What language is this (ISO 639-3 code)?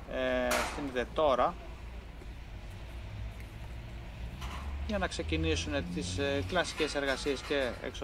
ell